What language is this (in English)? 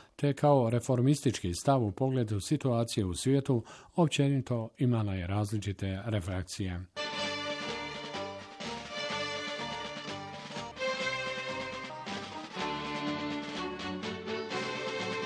Bosnian